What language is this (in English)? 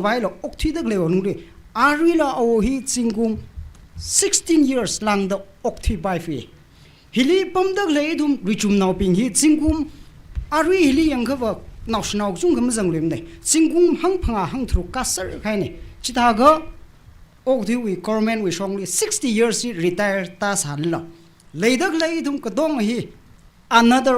Tangkhul Naga (India)